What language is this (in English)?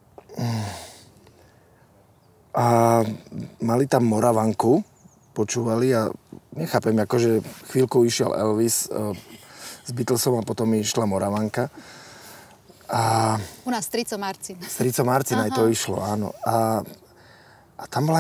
Slovak